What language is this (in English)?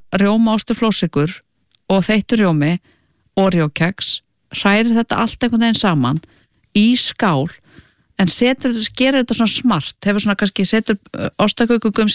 Icelandic